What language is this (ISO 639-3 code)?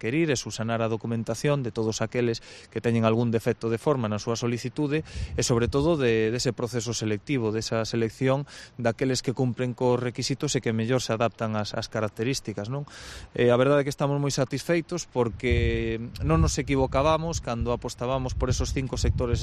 glg